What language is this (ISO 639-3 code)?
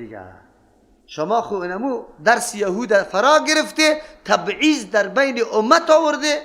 fas